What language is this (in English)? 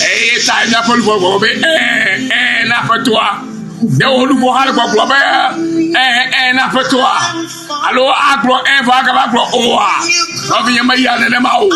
Ewe